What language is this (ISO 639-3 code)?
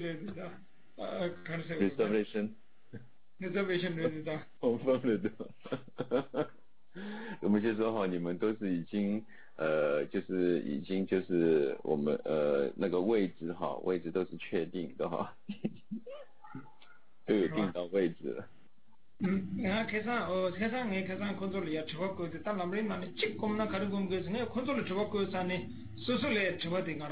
zho